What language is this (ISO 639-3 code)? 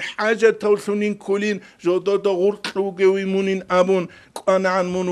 ava